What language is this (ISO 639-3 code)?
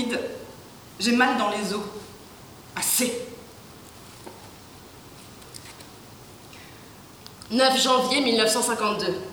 fra